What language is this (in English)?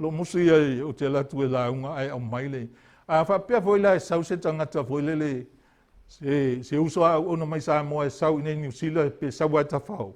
Samoan